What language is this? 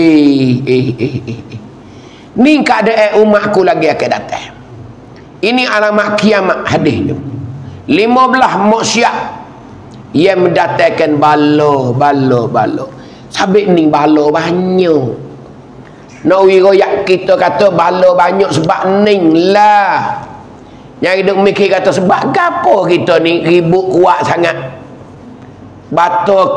Pattani Malay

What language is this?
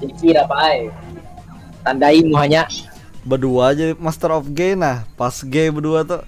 Banjar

